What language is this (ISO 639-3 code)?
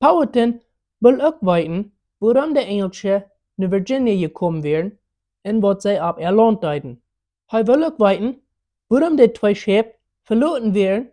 pdt